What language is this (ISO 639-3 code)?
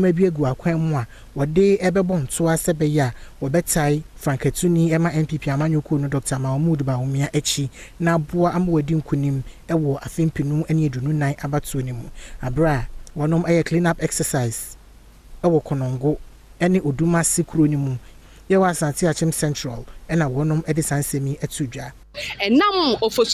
aka